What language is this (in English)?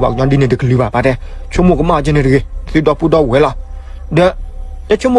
S'gaw Karen